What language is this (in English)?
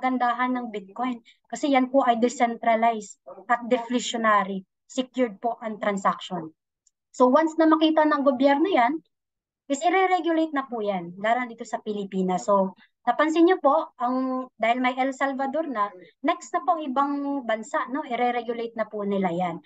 Filipino